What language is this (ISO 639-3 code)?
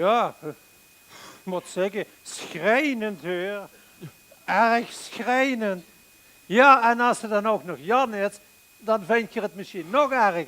lim